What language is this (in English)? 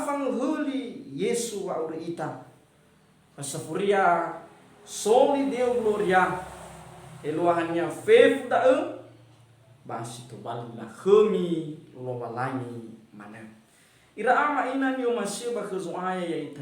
Nias